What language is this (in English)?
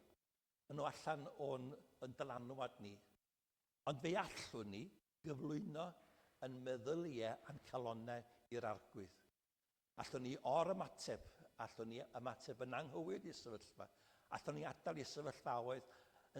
Welsh